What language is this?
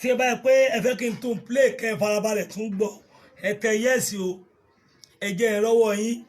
Yoruba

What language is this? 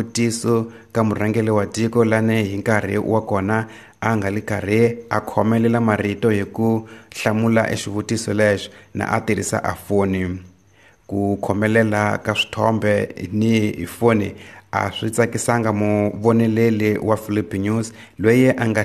Tsonga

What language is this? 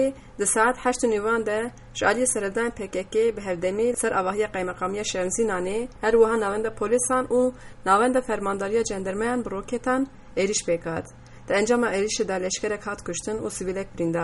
Kurdish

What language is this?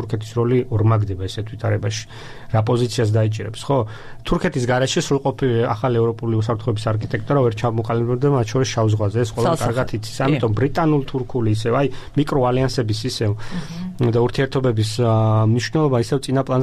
Georgian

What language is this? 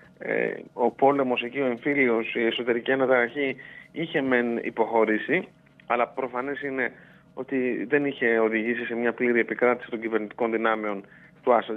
Greek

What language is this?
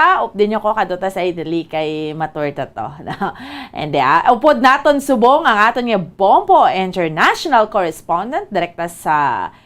Hiligaynon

